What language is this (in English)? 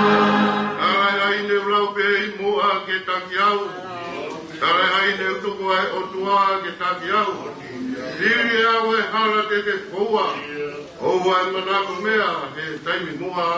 Tongan